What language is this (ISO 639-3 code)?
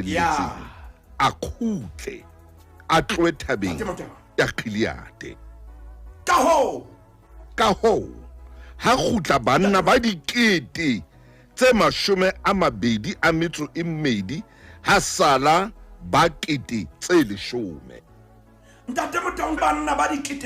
sot